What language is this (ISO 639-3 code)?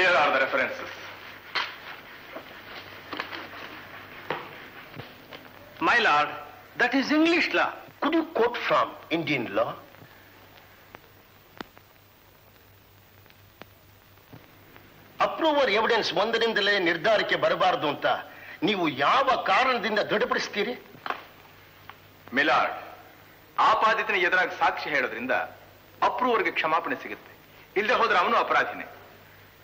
kan